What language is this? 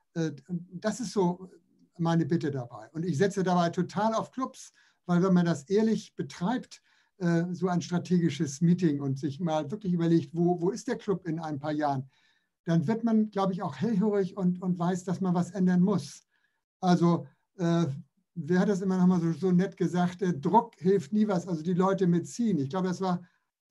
German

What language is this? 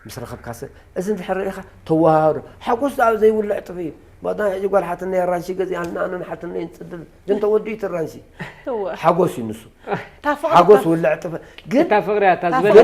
Tigrinya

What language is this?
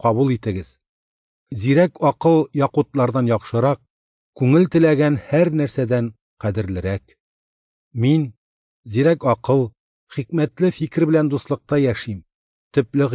Tatar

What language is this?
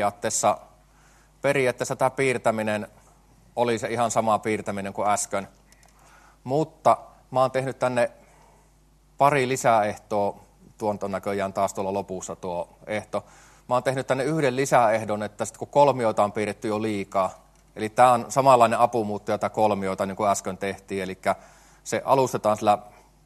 Finnish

